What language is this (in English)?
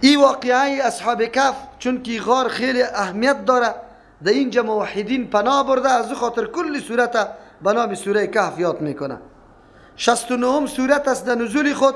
Persian